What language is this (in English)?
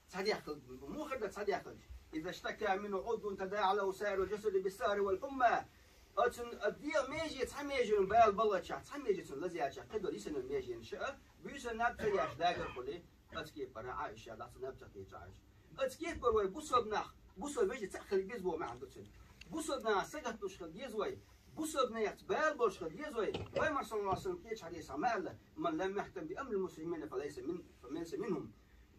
Chechen